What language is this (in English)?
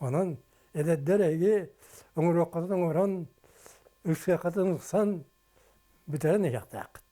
Yakut